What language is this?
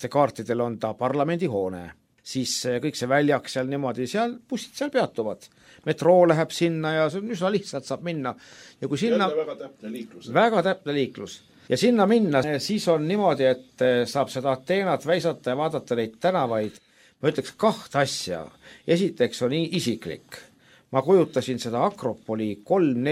Estonian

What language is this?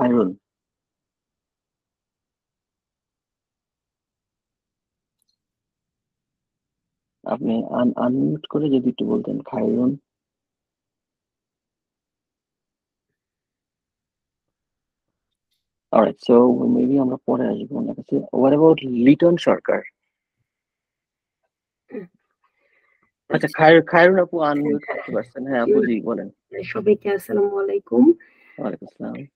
Bangla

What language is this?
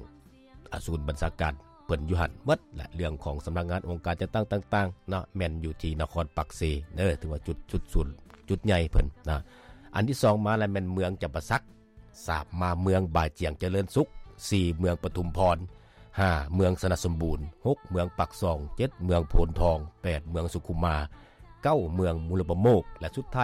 Lao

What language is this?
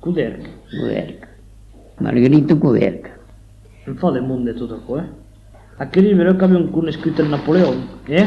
Occitan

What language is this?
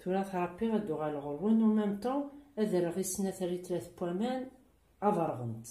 Kabyle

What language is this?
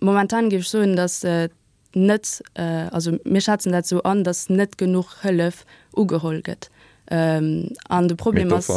Luxembourgish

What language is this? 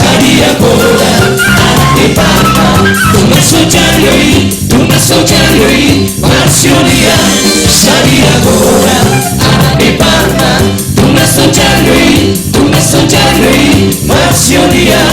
Batak Toba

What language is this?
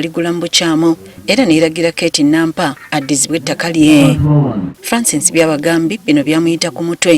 Ganda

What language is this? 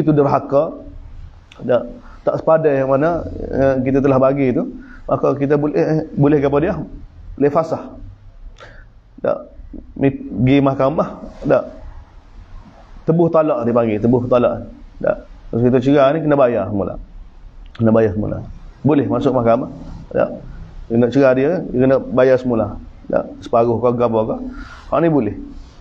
Malay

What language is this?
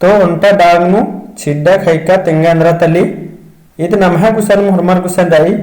Kurukh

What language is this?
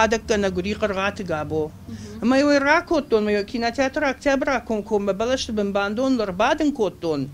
Ossetic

